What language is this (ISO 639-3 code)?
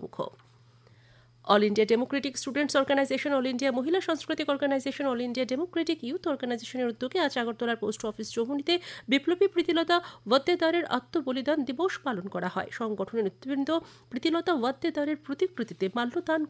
ben